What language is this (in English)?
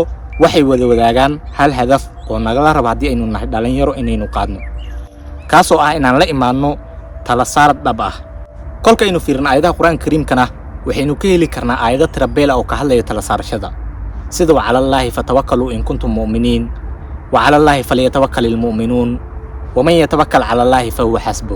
Somali